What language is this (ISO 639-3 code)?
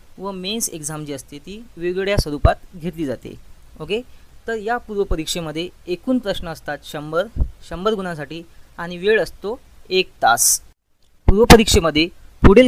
mar